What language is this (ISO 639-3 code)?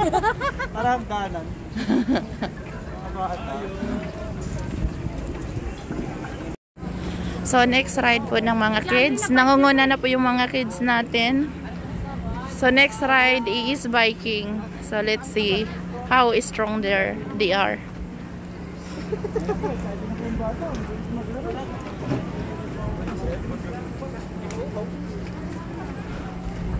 fil